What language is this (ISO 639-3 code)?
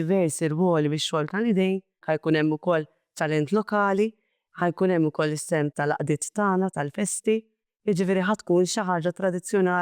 mlt